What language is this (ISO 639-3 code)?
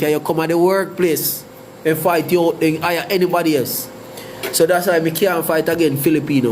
jam